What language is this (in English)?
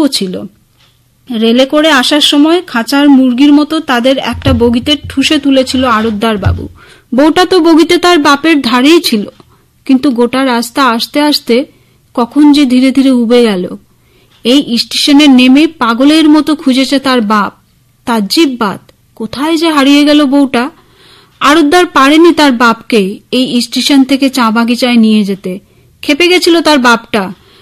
Bangla